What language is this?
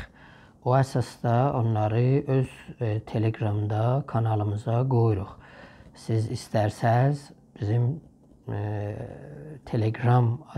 South Azerbaijani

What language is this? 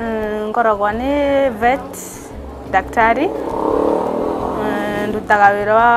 Meru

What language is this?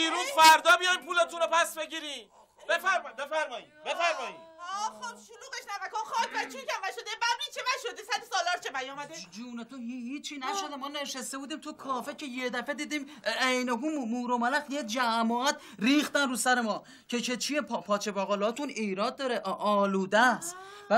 Persian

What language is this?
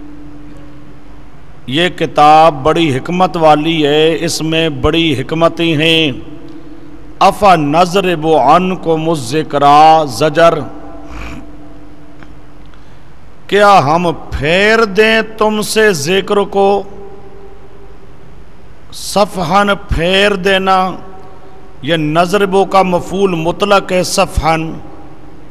Urdu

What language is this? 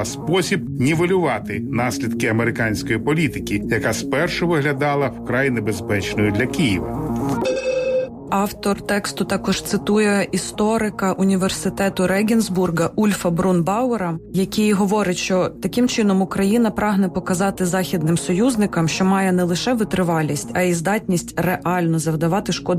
Ukrainian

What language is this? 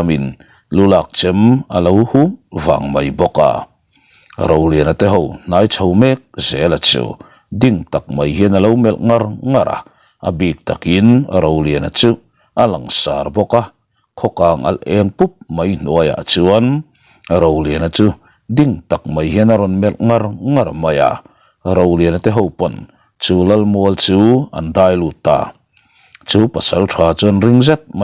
Mizo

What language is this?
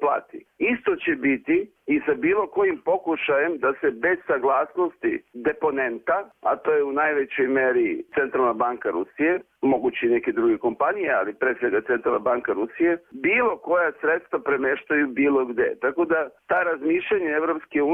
Serbian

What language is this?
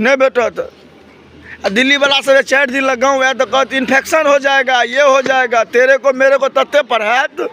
Maithili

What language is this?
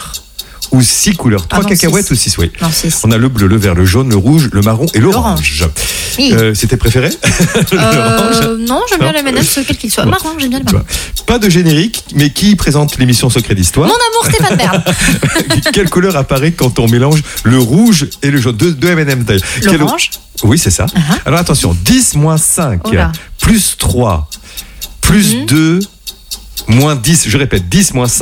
French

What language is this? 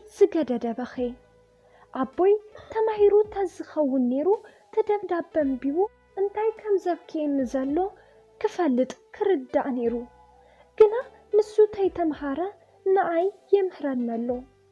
Tigrinya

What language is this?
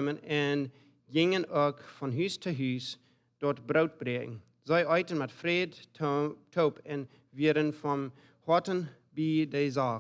Plautdietsch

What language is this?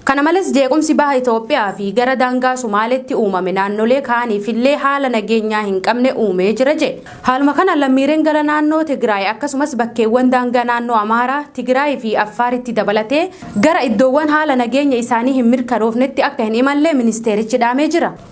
Oromo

